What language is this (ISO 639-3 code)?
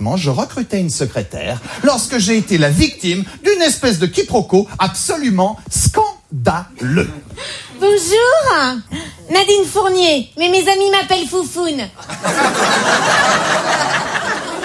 fra